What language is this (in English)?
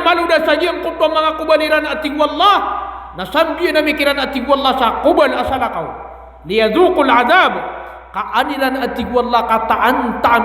Maranao